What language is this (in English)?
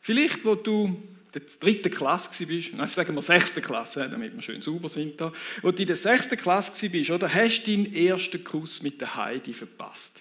Swiss German